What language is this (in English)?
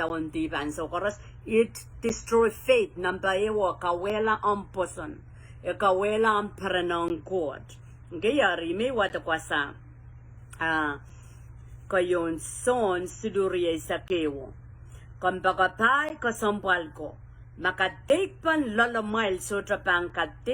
Pohnpeian